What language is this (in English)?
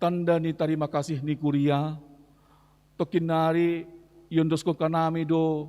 Batak Simalungun